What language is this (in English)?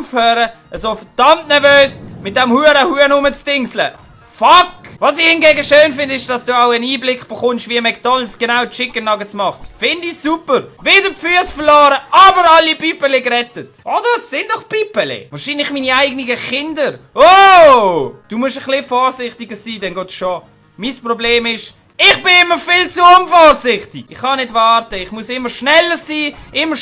Swiss German